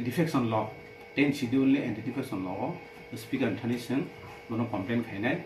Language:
Kok Borok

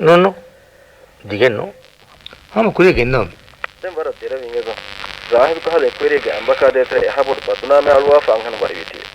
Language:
Divehi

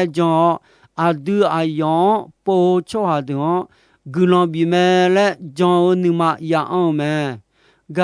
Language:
Akha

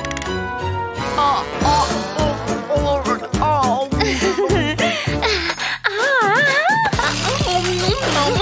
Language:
Indonesian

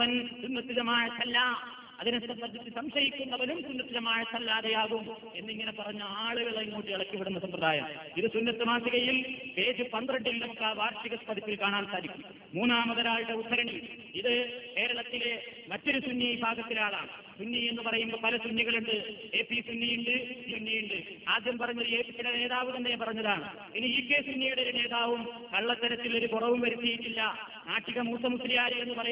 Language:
Malayalam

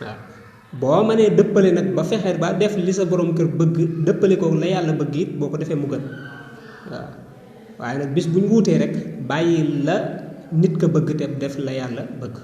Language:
Wolof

